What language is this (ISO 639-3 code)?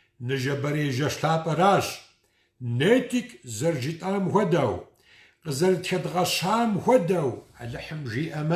kbd